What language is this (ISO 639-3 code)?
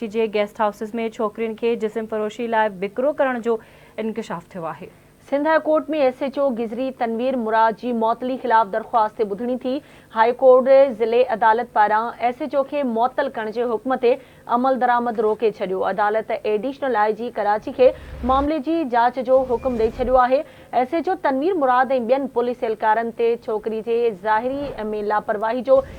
snd